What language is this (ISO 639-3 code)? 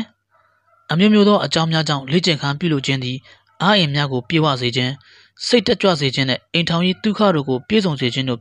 mya